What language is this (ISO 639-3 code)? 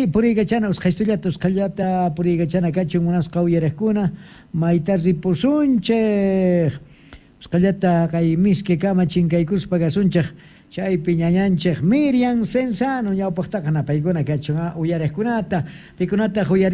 quh